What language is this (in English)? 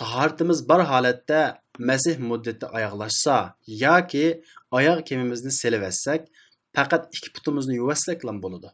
Uyghur